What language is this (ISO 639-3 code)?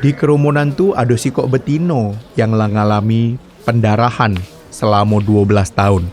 mui